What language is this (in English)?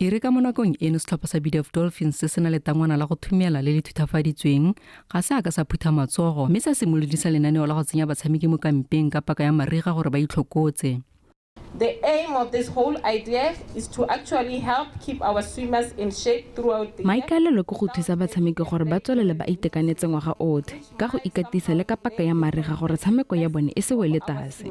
Tswana